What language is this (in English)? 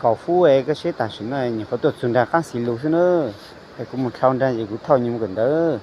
Hmong